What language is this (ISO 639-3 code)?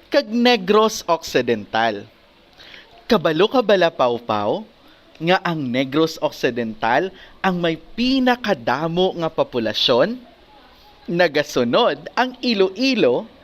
hil